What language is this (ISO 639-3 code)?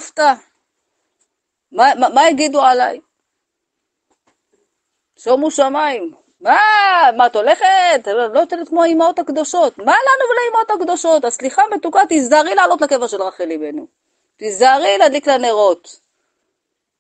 heb